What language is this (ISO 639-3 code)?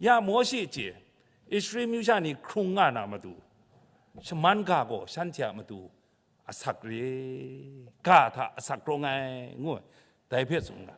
kac